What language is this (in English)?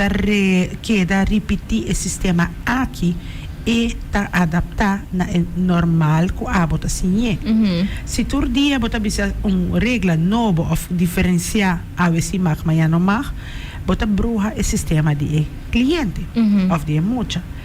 Papiamento